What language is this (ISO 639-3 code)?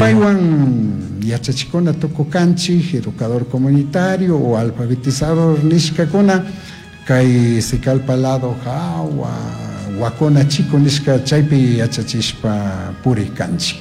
qug